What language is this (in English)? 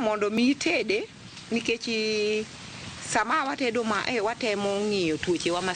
Luo (Kenya and Tanzania)